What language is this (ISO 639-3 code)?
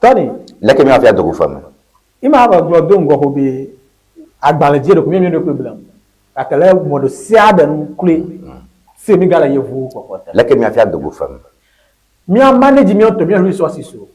ewe